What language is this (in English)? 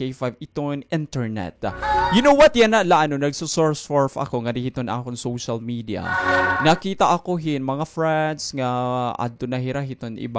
Waray